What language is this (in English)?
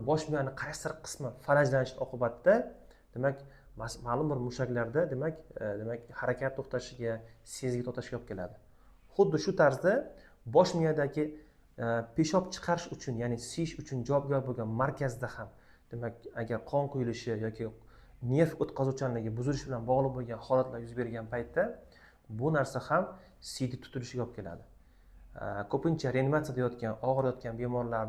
Uzbek